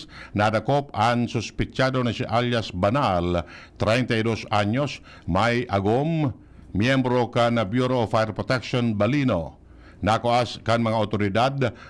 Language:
Bikol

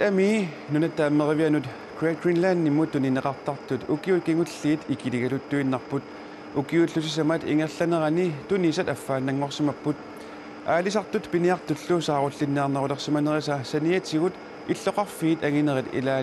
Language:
Kalaallisut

